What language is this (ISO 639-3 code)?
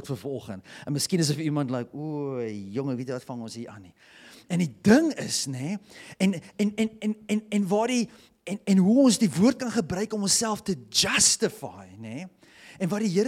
afr